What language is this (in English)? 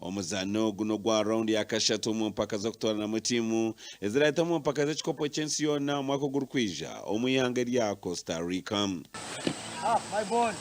Nyankole